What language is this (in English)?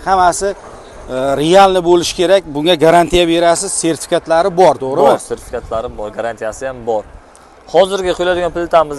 Uzbek